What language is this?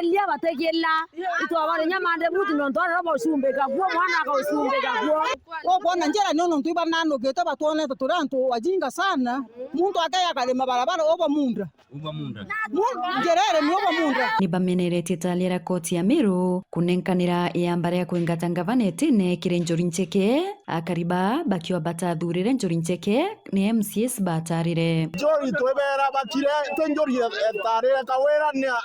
Meru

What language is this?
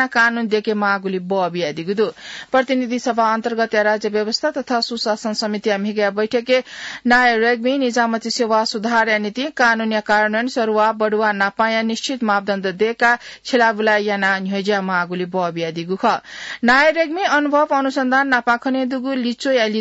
Newari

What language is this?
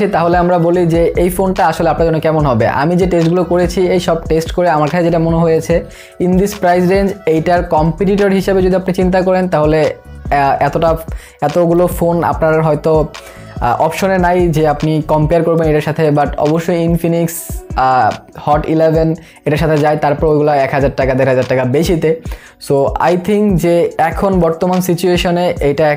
Bangla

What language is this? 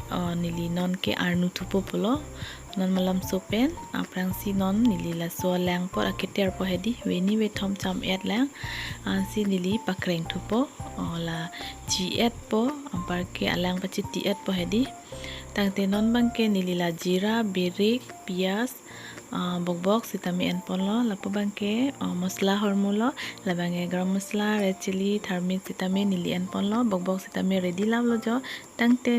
Karbi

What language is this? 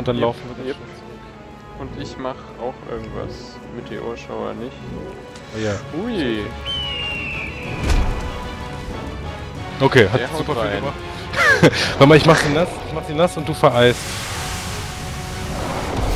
German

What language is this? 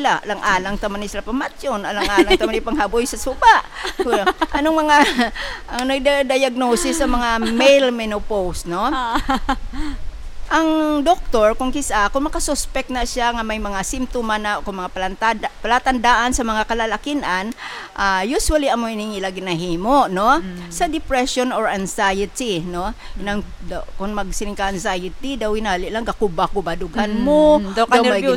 Hiligaynon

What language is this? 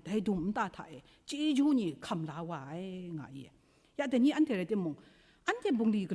Kachin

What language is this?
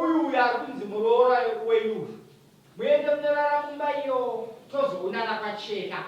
Shona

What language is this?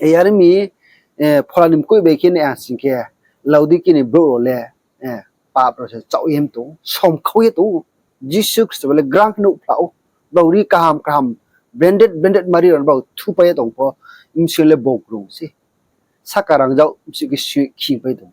Riang (India)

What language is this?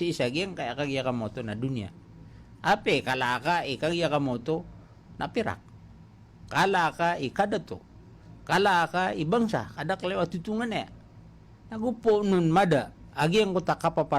Maranao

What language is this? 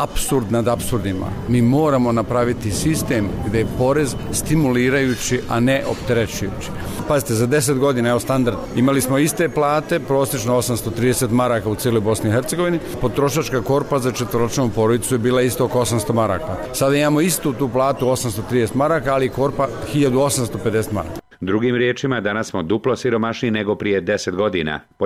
Bosnian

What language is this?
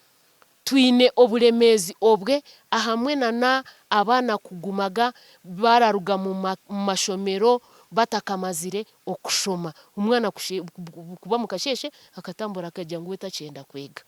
Nyankole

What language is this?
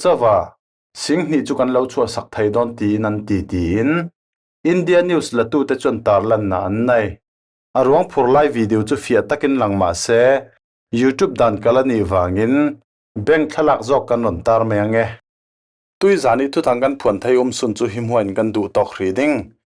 Falam Chin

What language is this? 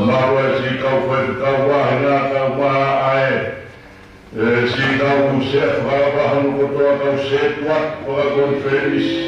Tongan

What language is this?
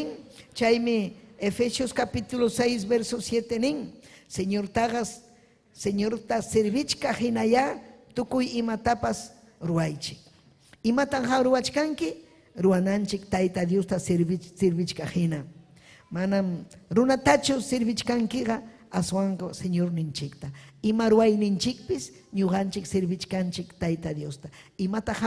Ayacucho Quechua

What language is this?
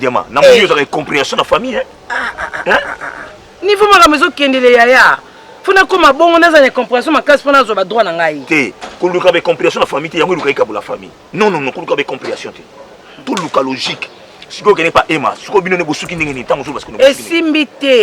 Lingala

